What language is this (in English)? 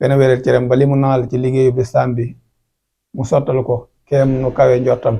Wolof